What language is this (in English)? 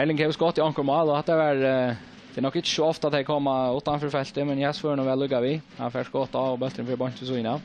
Faroese